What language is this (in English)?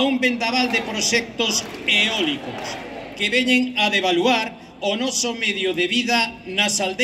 Galician